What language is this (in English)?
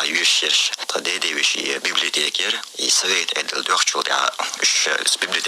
Chechen